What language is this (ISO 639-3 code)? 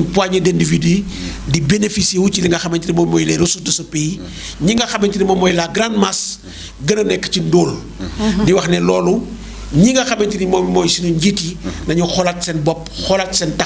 wol